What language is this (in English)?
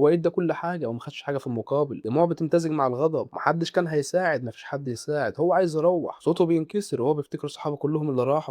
Egyptian Arabic